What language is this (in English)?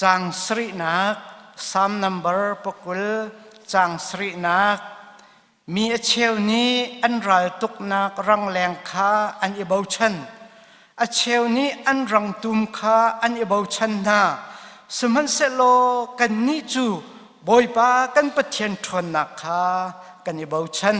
Hakha Chin